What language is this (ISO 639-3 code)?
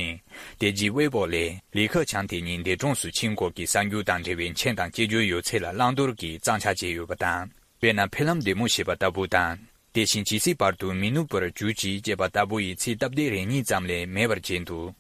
bod